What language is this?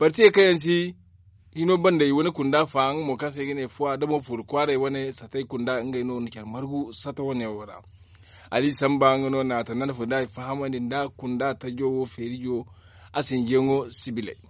Zarma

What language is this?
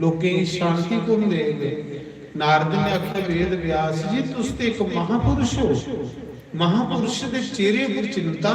Dogri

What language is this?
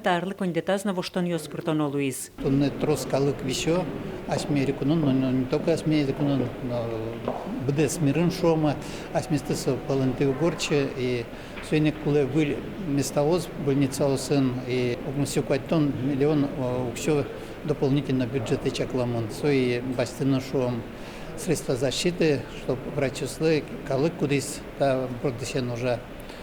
Udmurt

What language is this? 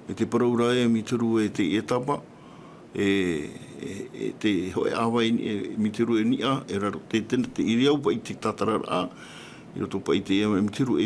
Tahitian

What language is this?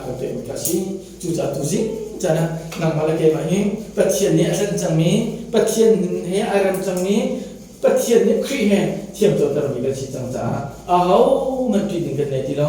Hakha Chin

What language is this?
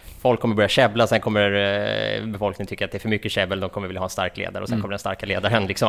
Swedish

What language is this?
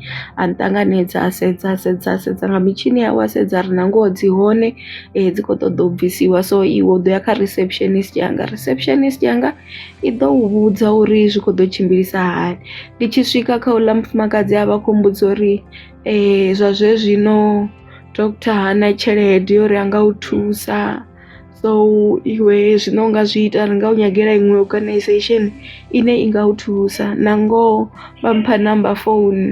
Venda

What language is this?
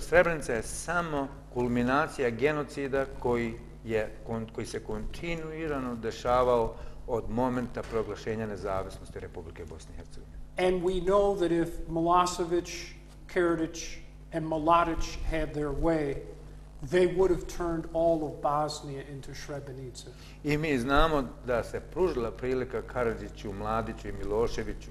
Bosnian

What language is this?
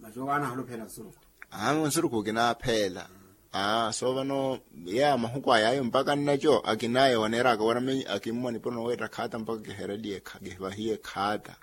Makhuwa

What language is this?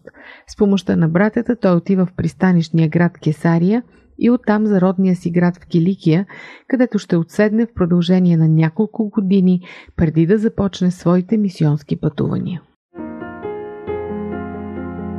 Bulgarian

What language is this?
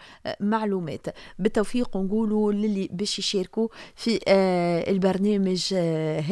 Tunisian Arabic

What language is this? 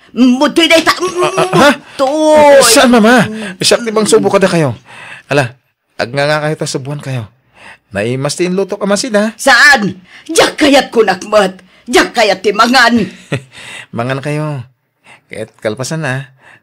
Iloko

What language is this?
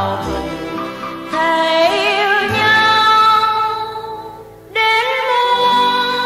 Vietnamese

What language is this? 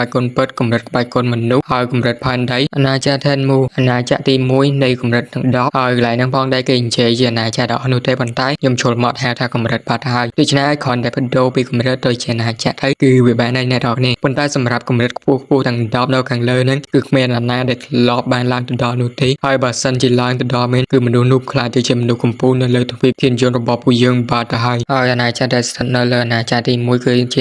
Khmer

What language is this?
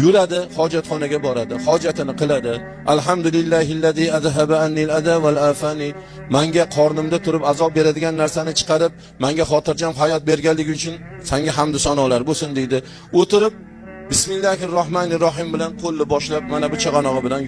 Uzbek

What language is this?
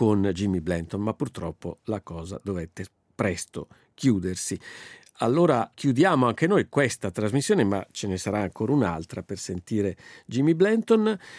Italian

